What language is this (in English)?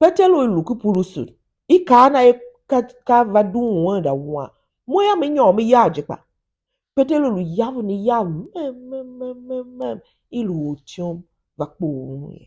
Tiv